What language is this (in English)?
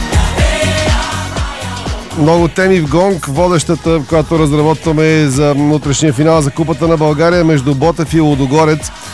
Bulgarian